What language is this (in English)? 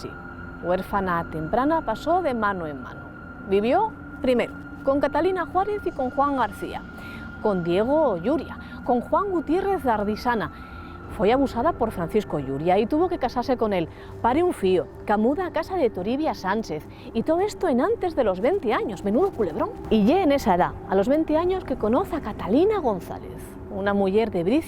Asturian